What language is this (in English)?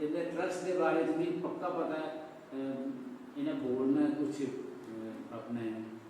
Dogri